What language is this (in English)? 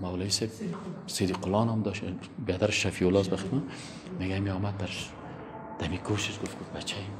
Persian